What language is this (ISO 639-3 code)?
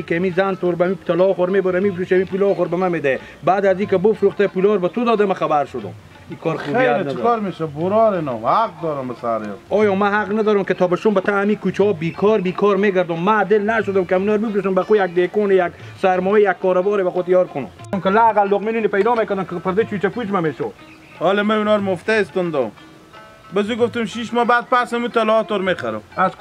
haz